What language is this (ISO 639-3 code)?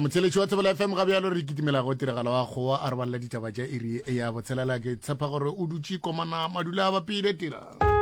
nso